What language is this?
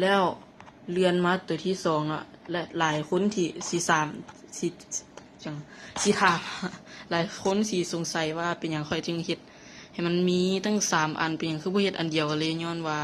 Lao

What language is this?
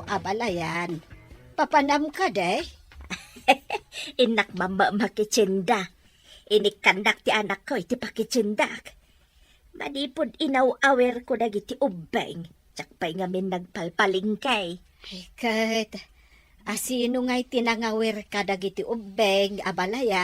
Iloko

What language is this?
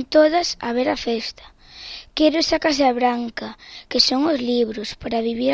Galician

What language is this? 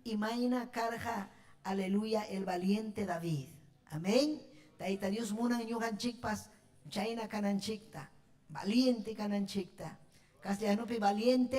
Ayacucho Quechua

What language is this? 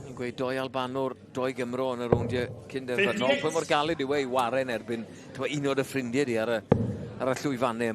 Welsh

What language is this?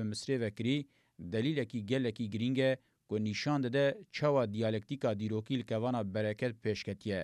Kurdish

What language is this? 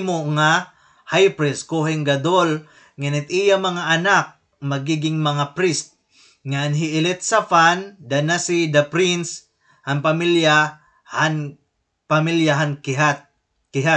Waray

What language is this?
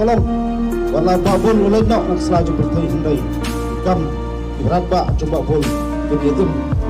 Khasi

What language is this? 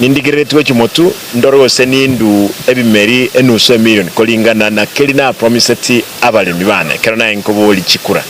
Gusii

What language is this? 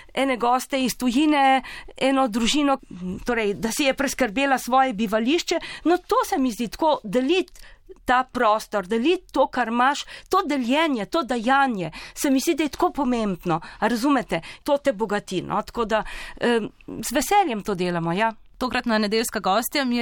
Slovenian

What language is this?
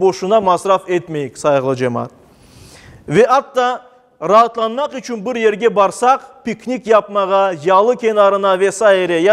Crimean Tatar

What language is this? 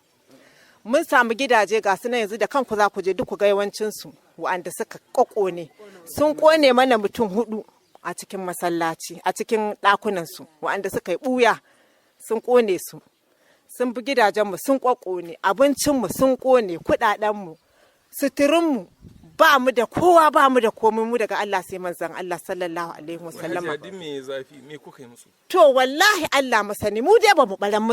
Hausa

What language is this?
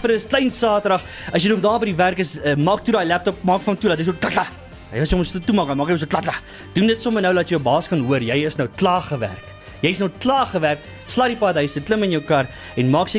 Afrikaans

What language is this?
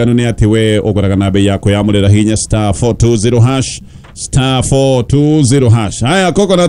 Kikuyu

